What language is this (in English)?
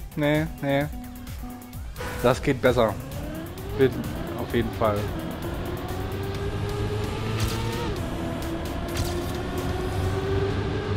German